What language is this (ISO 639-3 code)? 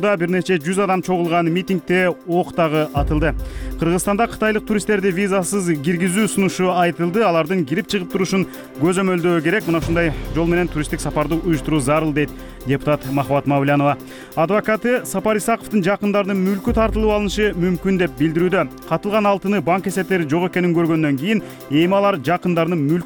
kir